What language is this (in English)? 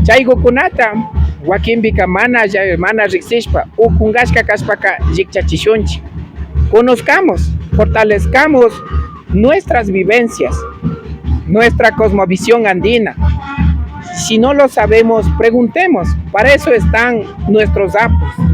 Imbabura Highland Quichua